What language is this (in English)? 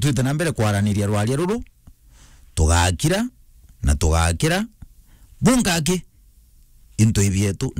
Meru